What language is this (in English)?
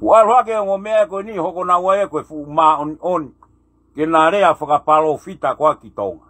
Tongan